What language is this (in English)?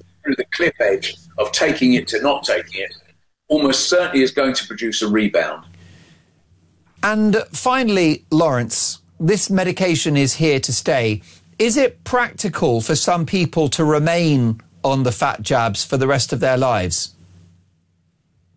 English